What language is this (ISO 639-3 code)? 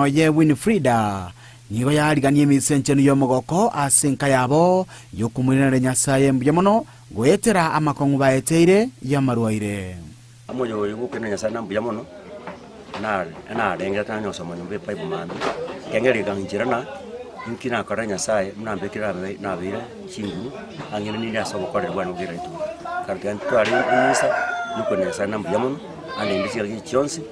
guz